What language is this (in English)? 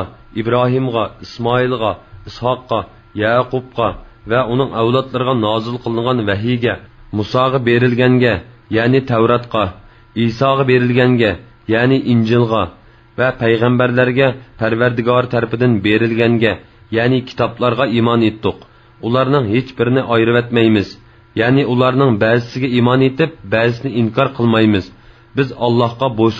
Uyghur